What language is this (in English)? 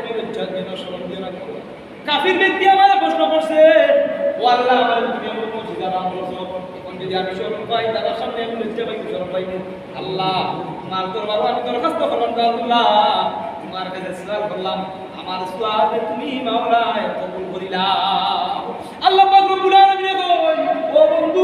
Sylheti